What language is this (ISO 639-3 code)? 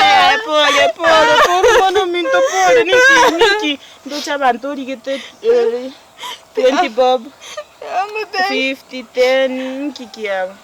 guz